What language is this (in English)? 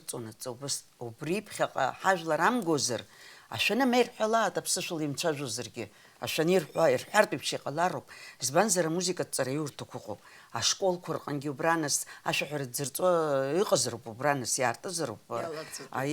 Abkhazian